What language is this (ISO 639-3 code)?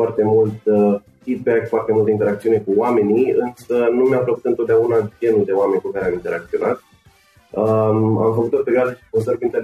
ron